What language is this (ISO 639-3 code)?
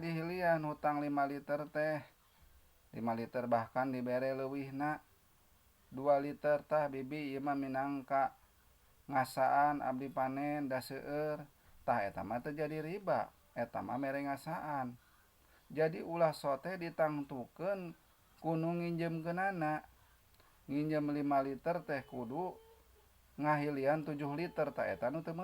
sun